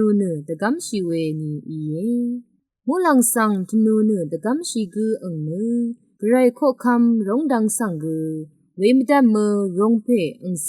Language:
Rawang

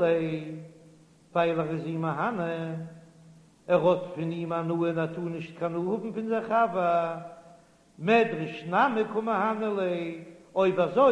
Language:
Yiddish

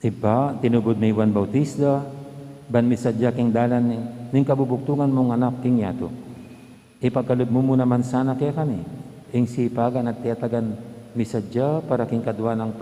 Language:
Pampanga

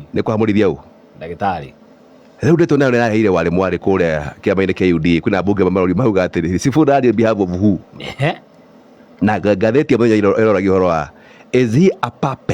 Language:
Kikuyu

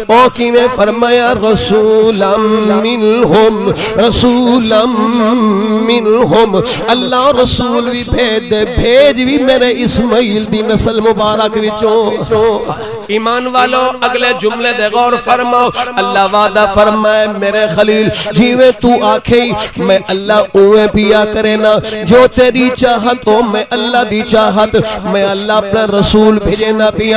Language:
Saraiki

